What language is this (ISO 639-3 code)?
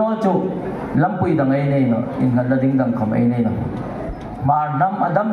hmr